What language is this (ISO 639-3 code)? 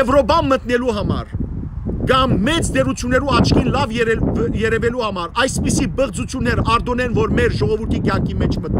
hyw